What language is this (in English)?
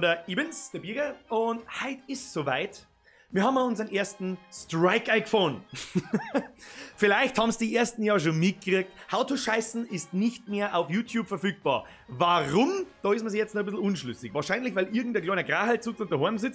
Bavarian